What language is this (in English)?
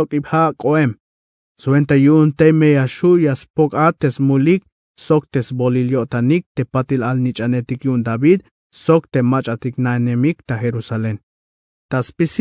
Tzeltal